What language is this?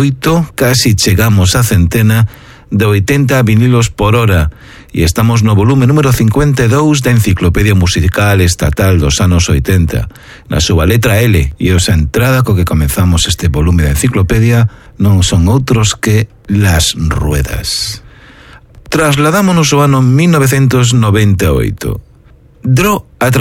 Galician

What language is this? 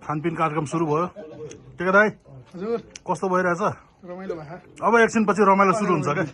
Nepali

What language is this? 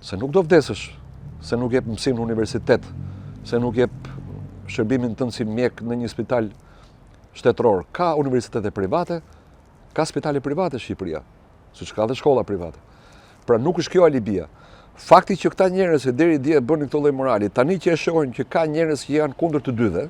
Albanian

